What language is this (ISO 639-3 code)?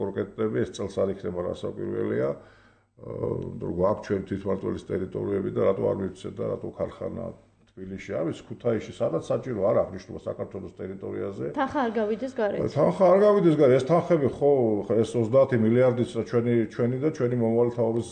kat